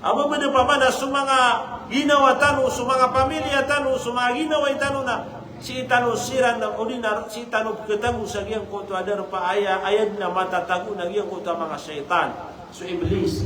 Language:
Maranao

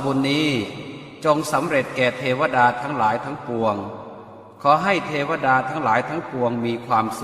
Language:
Pali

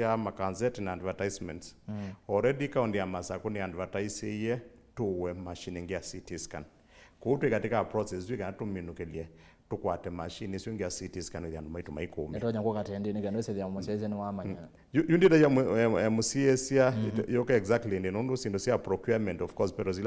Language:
Kamba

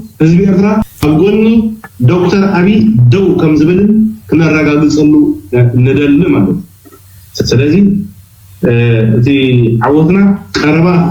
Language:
Tigrinya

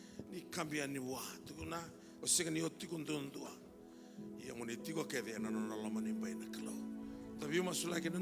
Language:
Fijian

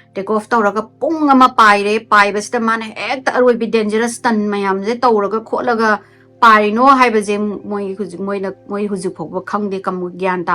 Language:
Manipuri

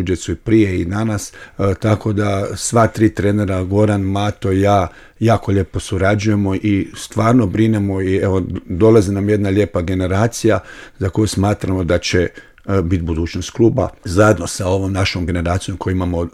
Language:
Croatian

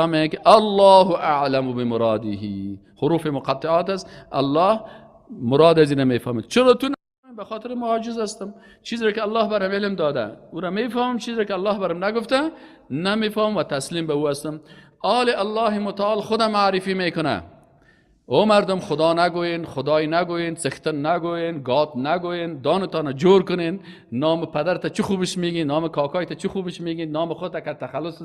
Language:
Persian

